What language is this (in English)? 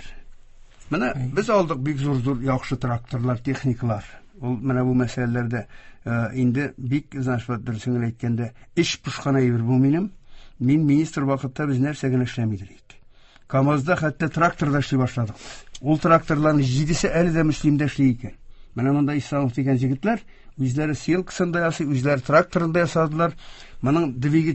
Tatar